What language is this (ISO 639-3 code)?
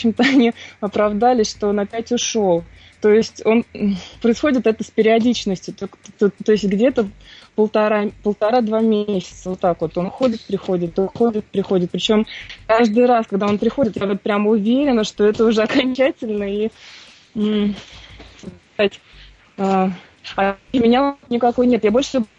rus